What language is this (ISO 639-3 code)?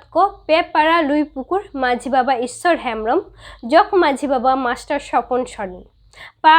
sat